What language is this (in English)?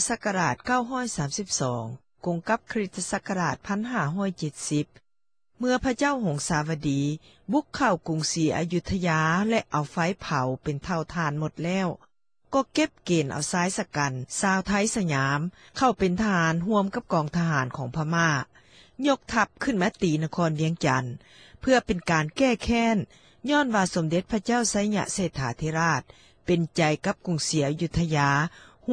Lao